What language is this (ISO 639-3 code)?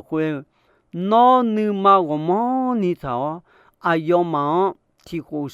ahk